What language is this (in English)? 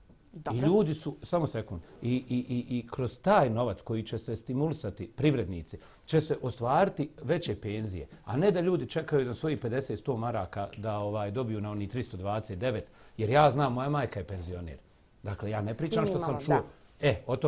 Bosnian